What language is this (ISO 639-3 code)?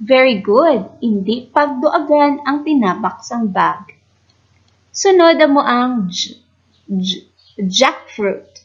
hil